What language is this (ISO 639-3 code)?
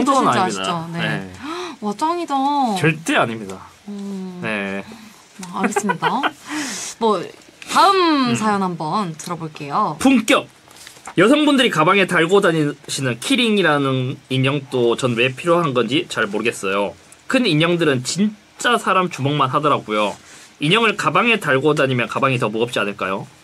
kor